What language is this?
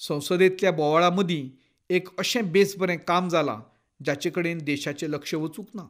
Konkani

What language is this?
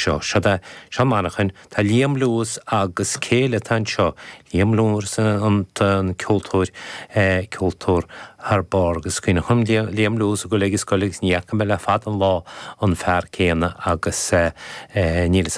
Irish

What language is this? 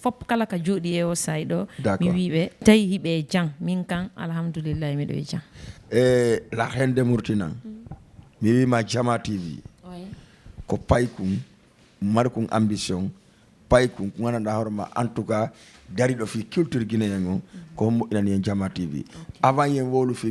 Fula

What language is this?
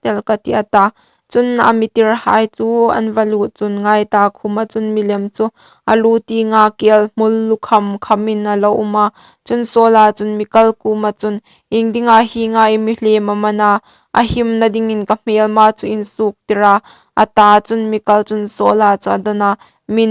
Hmar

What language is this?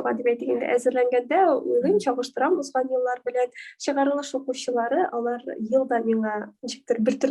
Tatar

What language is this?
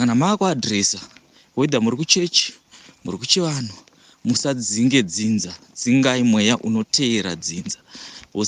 Shona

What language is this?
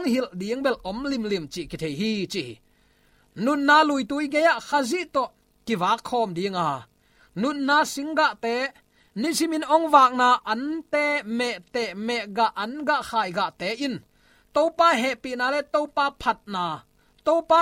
Tedim Chin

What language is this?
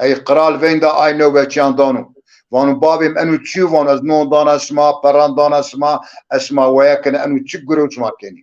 Zaza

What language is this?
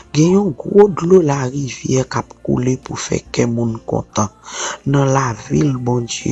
Haitian Creole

